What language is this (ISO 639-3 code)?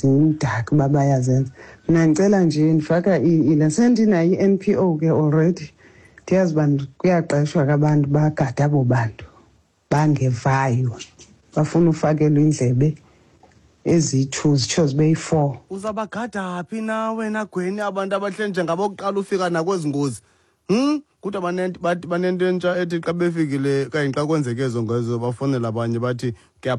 xho